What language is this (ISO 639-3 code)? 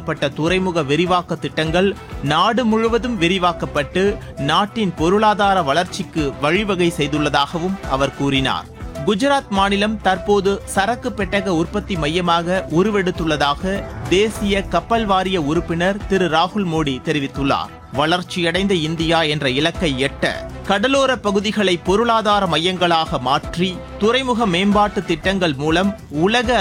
tam